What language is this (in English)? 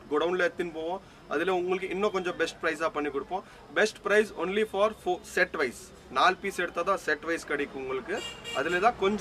Tamil